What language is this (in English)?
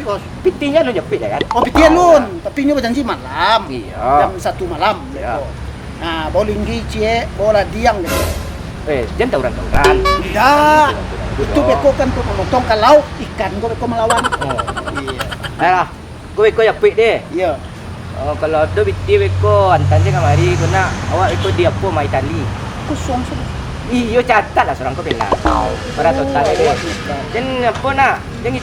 Minangkabau